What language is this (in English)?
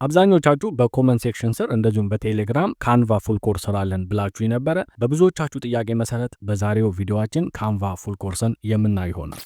Amharic